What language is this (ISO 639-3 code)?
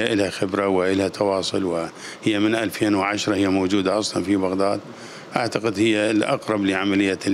acm